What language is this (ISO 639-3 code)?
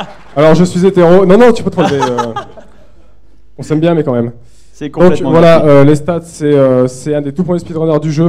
fra